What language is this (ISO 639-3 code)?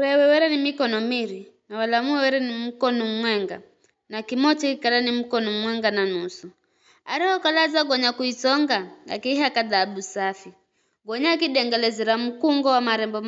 nyf